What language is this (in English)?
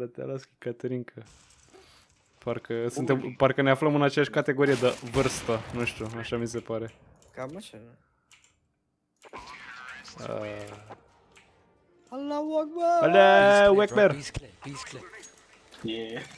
Romanian